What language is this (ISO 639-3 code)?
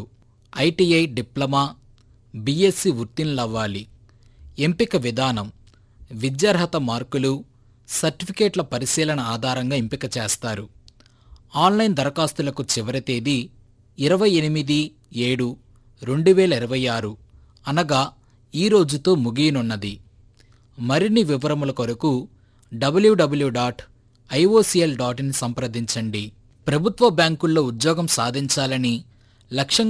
tel